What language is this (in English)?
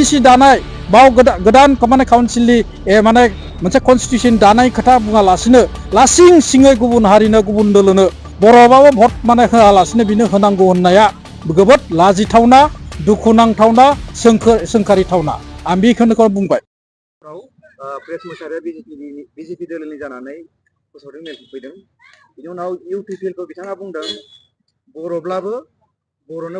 Bodo